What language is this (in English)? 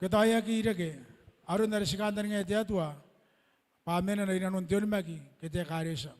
Gilbertese